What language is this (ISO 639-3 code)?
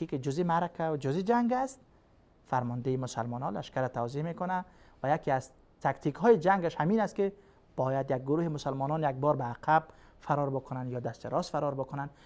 fas